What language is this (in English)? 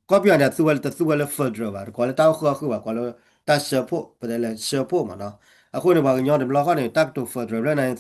S'gaw Karen